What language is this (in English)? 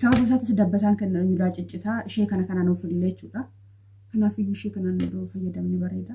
Oromo